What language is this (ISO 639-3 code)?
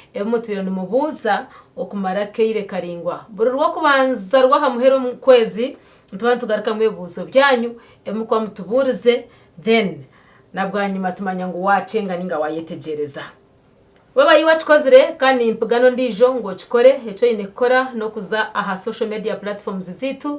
nyn